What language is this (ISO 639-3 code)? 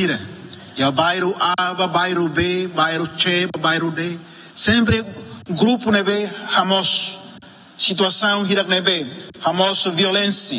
tet